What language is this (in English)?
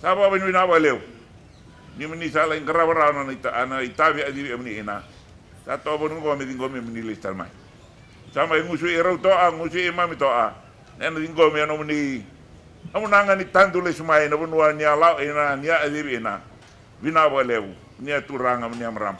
Fijian